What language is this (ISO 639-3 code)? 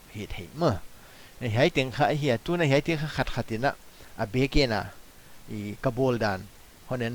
pck